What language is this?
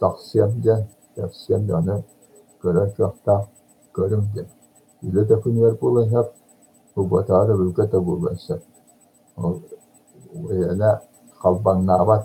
Yakut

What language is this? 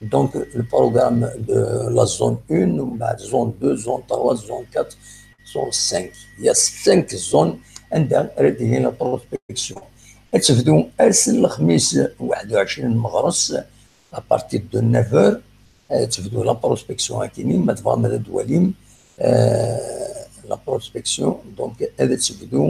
Kabyle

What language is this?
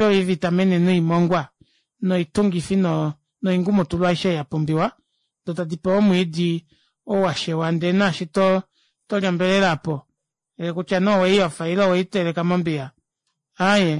Kuanyama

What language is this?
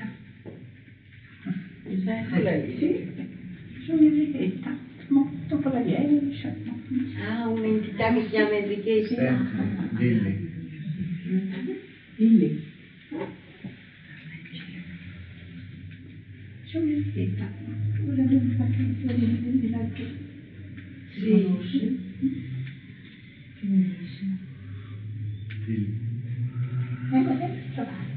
Italian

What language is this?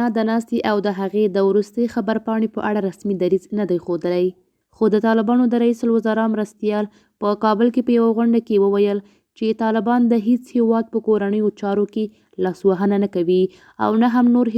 Pashto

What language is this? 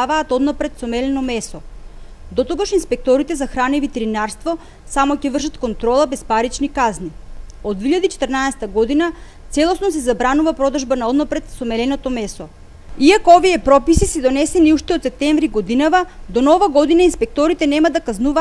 Macedonian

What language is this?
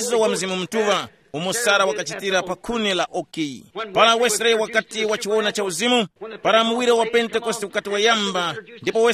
Tumbuka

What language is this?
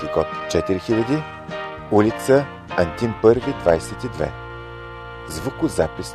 Bulgarian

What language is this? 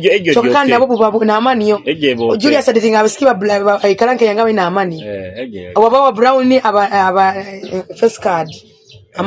Nyoro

